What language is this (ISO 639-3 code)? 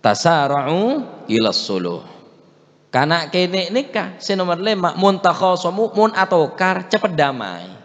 mad